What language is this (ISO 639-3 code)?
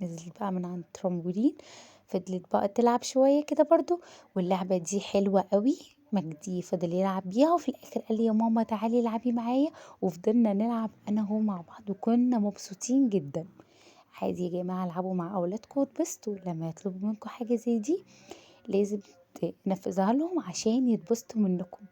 arz